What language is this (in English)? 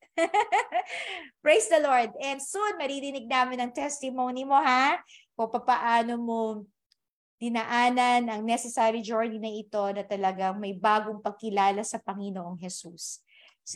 Filipino